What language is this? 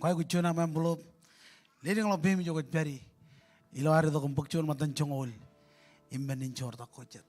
Marshallese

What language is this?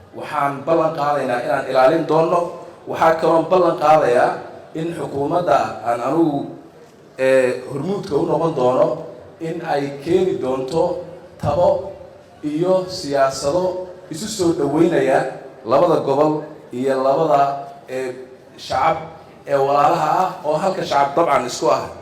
Somali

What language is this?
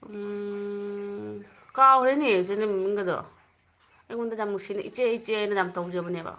Manipuri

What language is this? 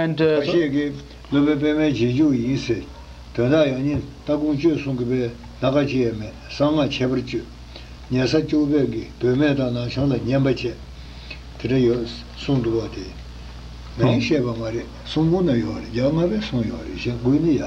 Tibetan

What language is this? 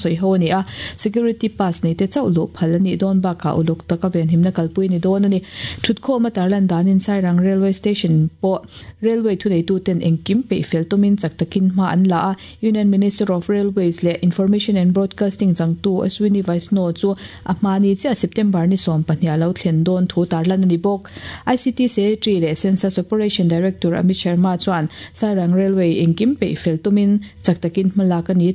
Mizo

